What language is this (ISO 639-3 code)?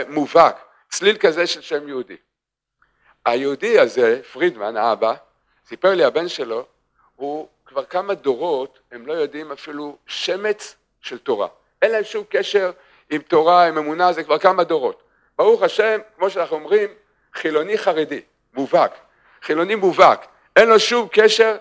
heb